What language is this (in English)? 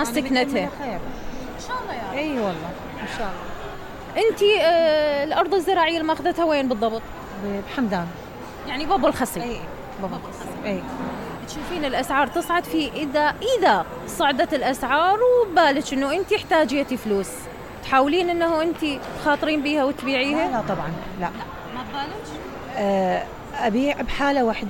Mesopotamian Arabic